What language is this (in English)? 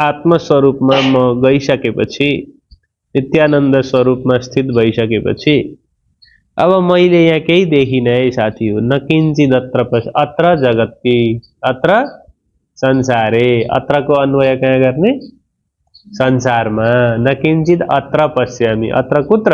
Nepali